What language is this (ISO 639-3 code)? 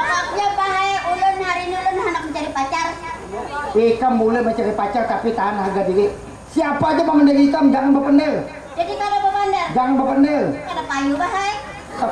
bjn